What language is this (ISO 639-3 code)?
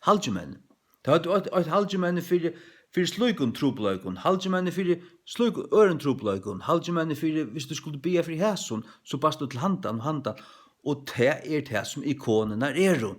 fao